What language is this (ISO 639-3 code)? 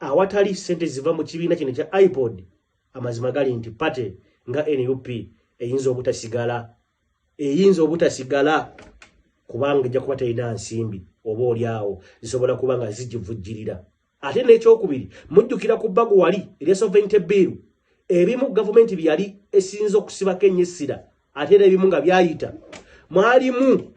lug